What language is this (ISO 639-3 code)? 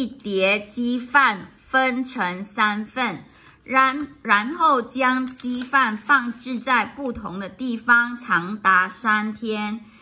zho